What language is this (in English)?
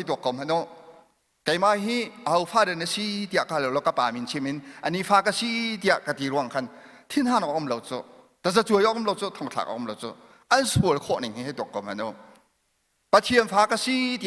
Hakha Chin